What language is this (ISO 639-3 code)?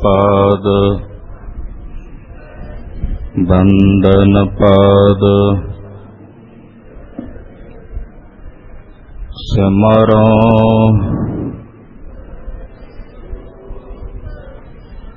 pan